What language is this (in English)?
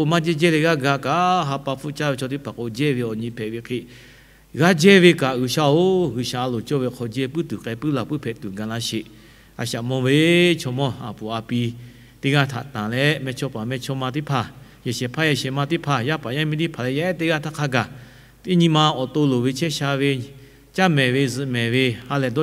Lahu